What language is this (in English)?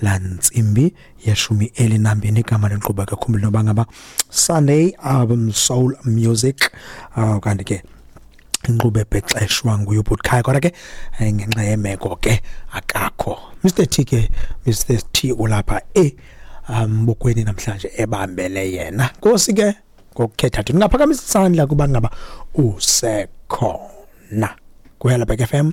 Xhosa